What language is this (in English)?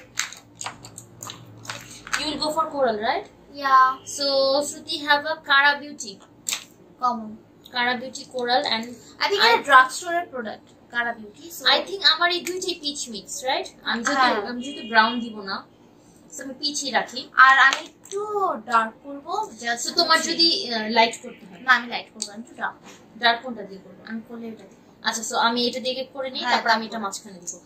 Bangla